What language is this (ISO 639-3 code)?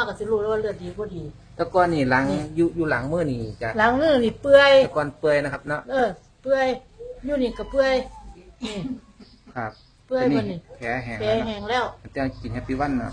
tts